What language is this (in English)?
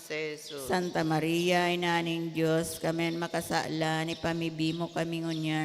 Bikol